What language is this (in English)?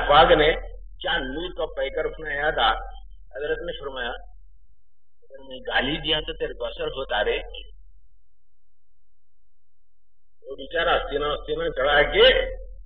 Urdu